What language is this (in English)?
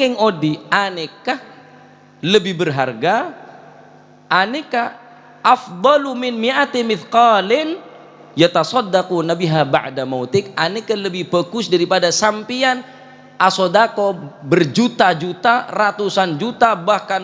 Madurese